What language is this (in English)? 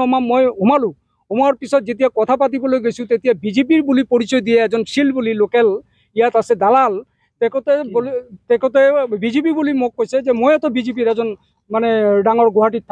Assamese